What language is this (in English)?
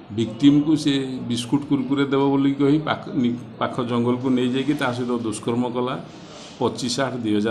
Odia